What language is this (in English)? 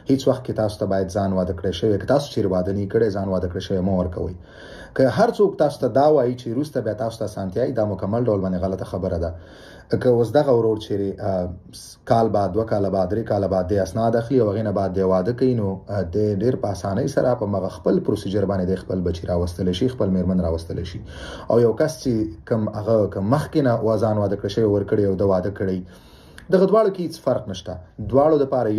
Pashto